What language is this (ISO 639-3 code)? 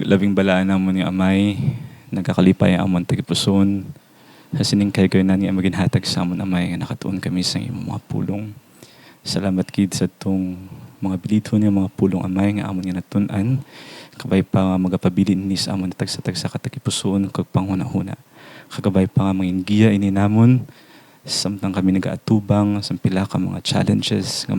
hil